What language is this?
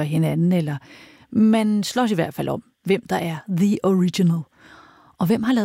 Danish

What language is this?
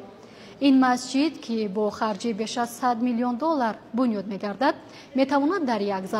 Tajik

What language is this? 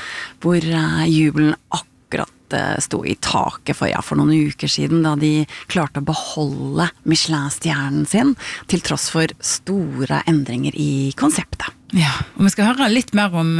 Norwegian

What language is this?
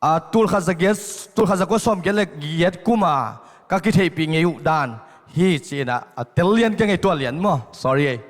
Tedim Chin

